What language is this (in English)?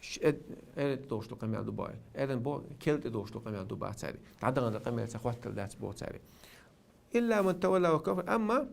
Chechen